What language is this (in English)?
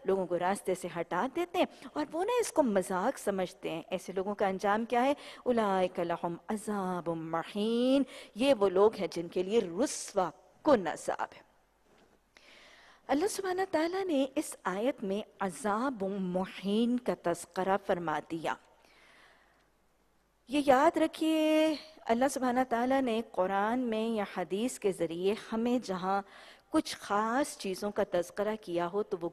Urdu